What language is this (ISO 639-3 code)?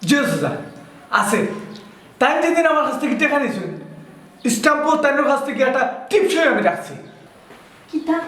syl